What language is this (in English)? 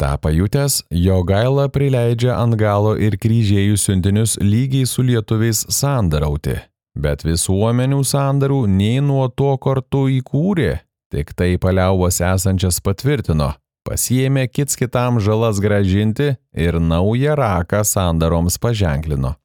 Lithuanian